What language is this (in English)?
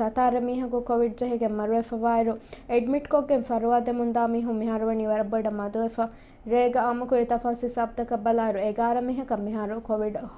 Divehi